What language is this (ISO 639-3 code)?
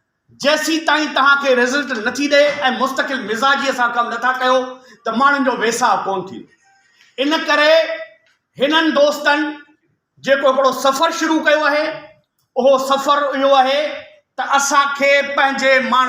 snd